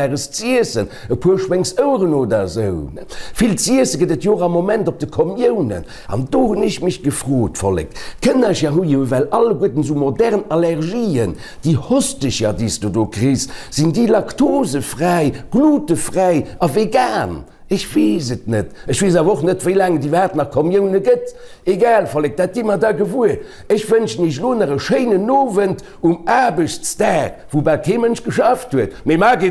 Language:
Luxembourgish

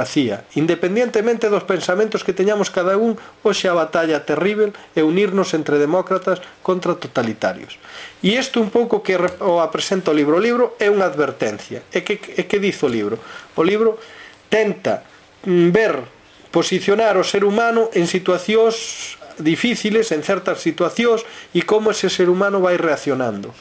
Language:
Galician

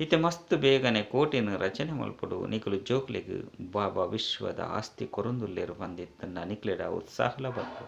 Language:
Tulu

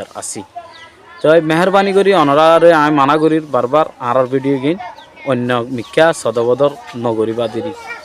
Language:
Rohingya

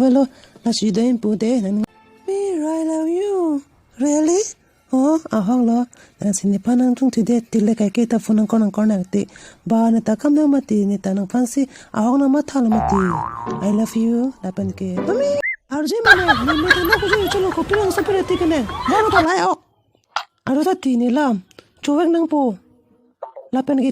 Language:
Karbi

